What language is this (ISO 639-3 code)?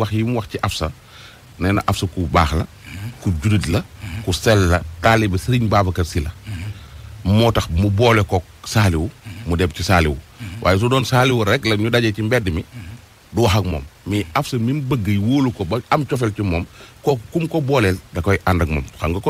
wol